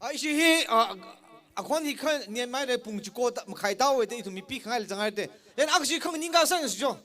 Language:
Tangkhul Naga (India)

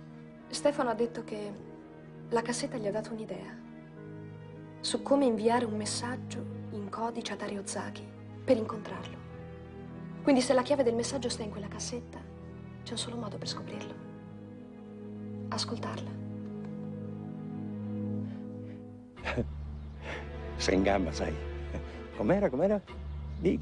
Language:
Italian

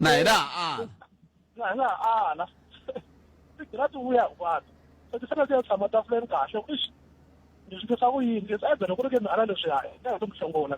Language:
Tsonga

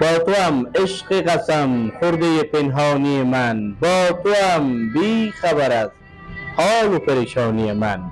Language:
Persian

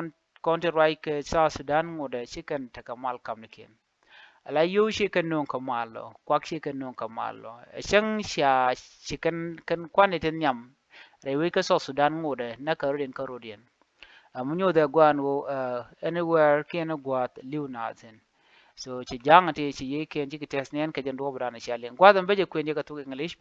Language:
Nuer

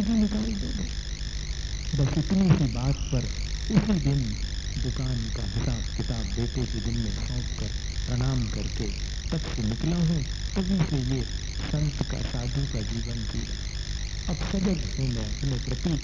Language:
Hindi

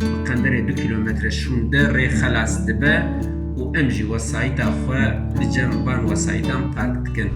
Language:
Kurdish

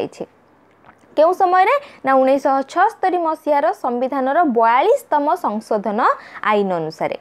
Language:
Odia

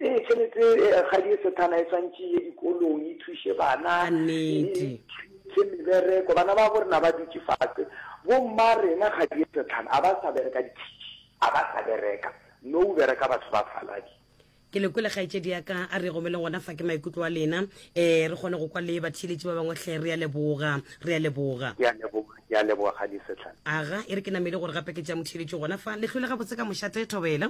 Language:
Northern Sotho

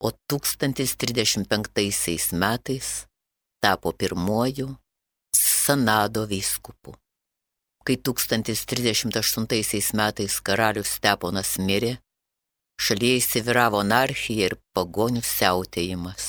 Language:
Lithuanian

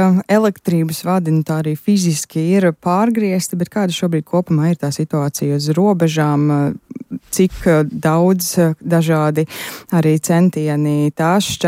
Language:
Latvian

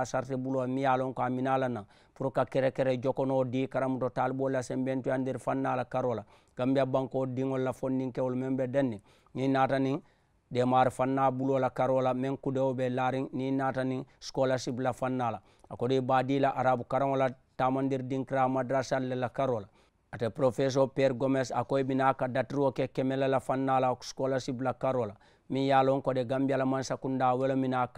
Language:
Mandingo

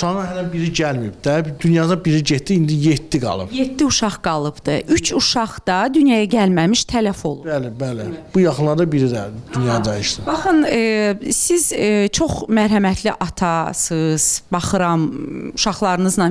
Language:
Azerbaijani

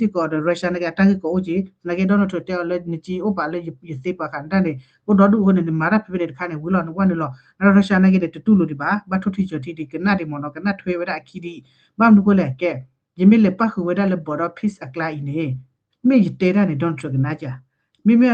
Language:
S'gaw Karen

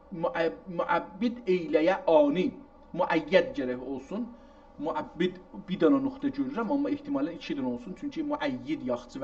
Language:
South Azerbaijani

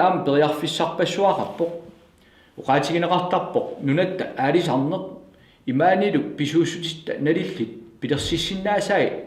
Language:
Kalaallisut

